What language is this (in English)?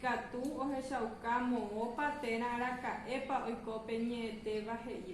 Guarani